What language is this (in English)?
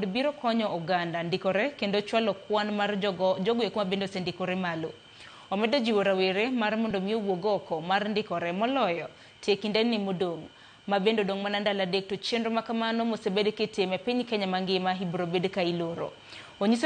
Luo (Kenya and Tanzania)